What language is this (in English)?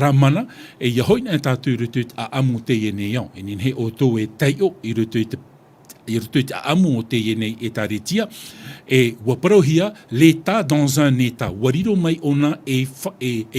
Tahitian